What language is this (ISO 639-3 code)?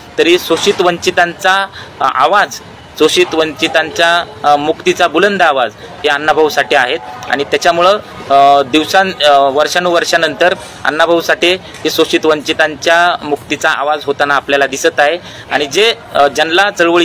mar